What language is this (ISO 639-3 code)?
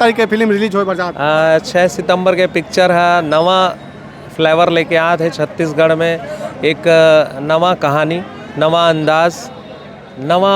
hne